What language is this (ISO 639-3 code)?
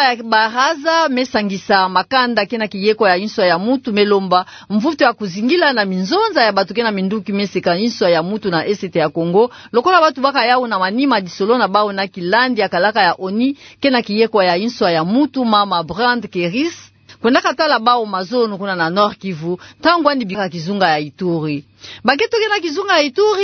ktu